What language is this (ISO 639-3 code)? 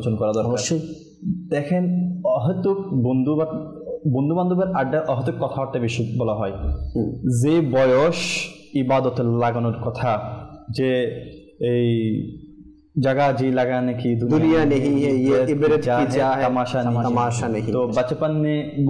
ben